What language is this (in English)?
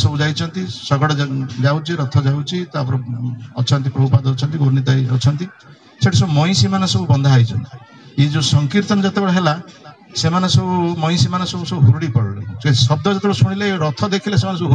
Odia